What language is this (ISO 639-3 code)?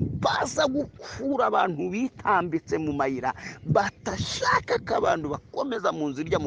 kin